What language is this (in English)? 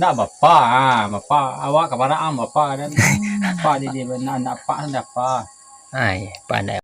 Minangkabau